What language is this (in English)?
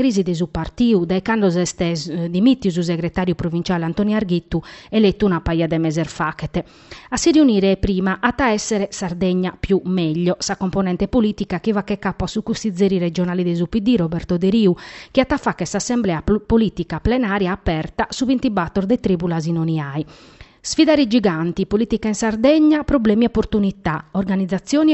Sardinian